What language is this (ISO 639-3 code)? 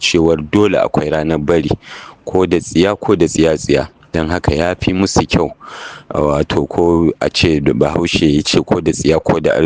hau